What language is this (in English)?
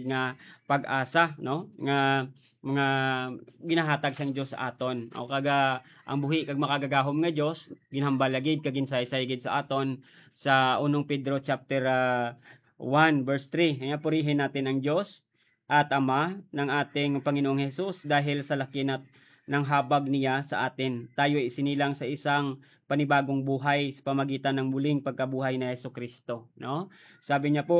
Hiligaynon